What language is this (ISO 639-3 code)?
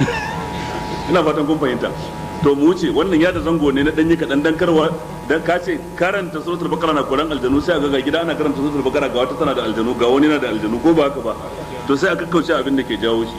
hau